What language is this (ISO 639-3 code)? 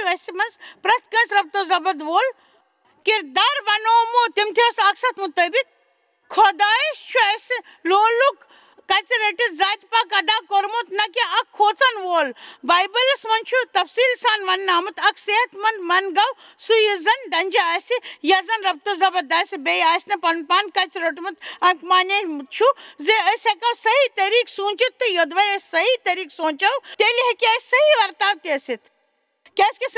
kas